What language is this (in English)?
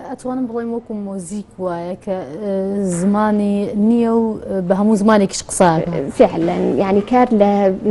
Central Kurdish